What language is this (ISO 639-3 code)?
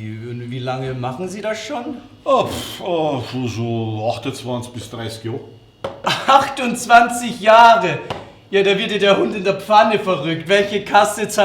bar